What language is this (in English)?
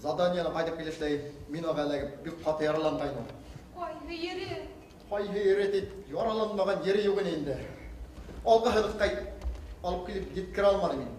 Bashkir